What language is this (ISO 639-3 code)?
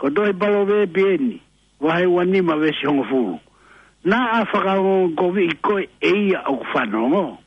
ton